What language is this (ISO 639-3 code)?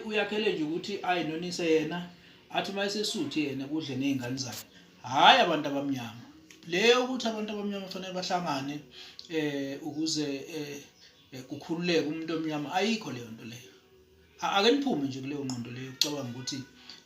zul